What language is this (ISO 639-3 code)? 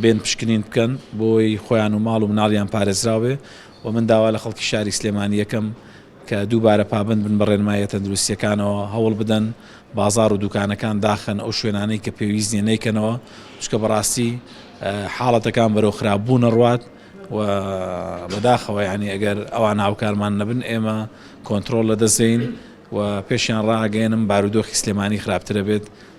ckb